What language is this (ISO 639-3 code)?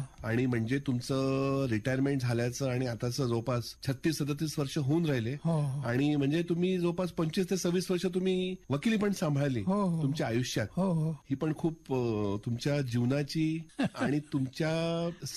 mar